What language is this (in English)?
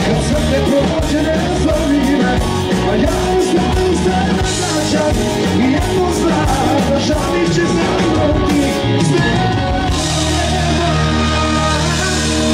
Croatian